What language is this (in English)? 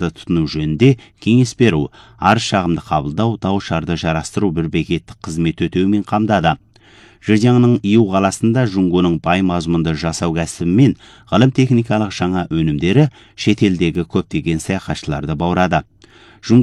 Kazakh